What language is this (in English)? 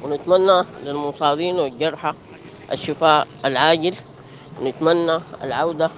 Sudanese Arabic